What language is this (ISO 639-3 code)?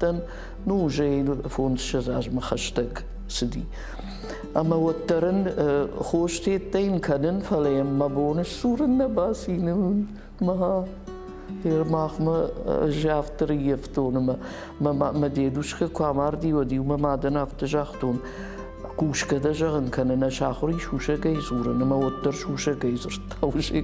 oss